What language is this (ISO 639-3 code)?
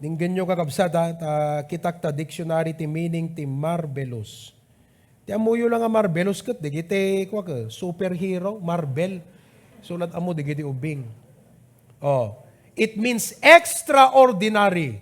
ilo